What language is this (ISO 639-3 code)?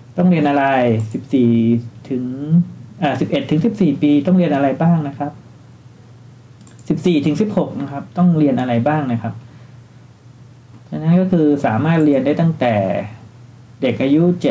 tha